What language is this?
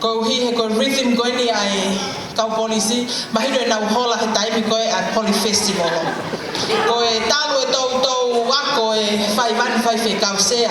Tongan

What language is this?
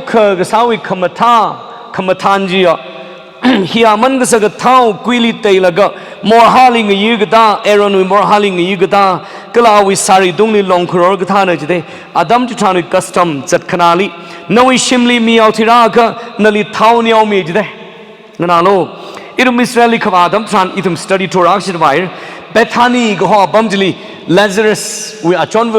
Tangkhul Naga (India)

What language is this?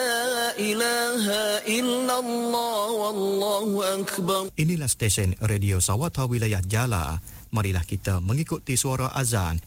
Malay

